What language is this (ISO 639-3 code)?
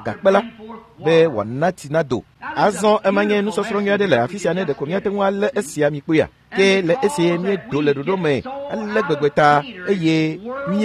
ewe